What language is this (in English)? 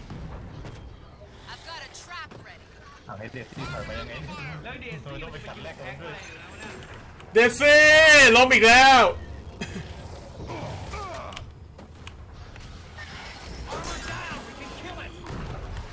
Thai